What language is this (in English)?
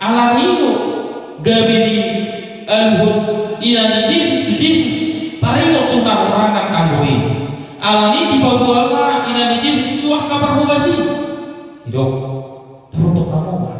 Batak Toba